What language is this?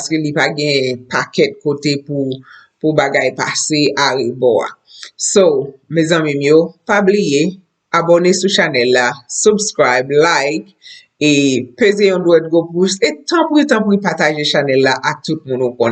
Haitian Creole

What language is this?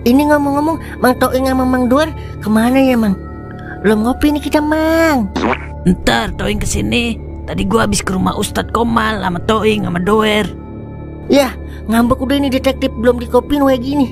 Betawi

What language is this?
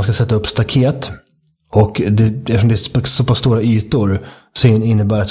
Swedish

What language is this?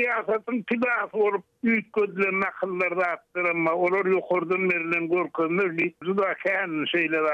Turkmen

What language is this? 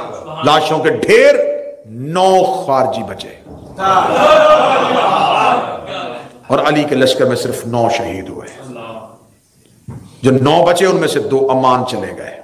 Urdu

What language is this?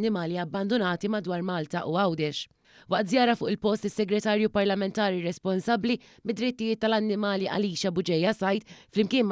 Maltese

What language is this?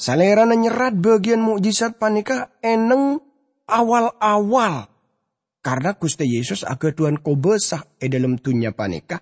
Madurese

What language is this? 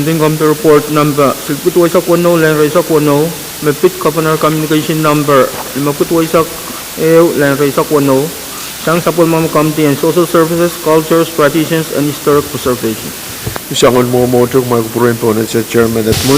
Pohnpeian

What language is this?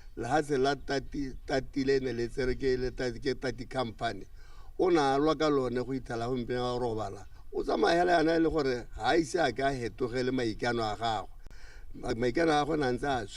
Tswana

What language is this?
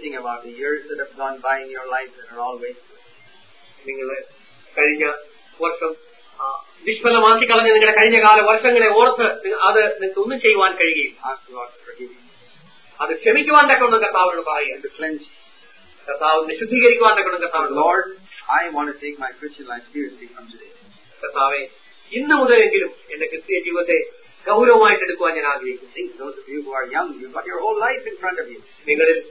Malayalam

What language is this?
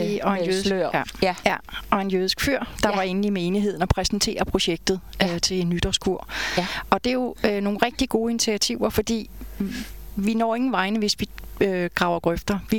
Danish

